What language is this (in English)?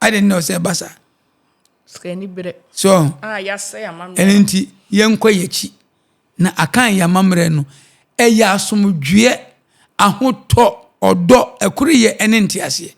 Akan